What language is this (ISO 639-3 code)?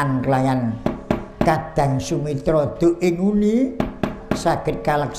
jav